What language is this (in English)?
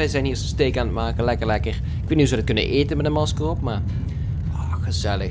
Dutch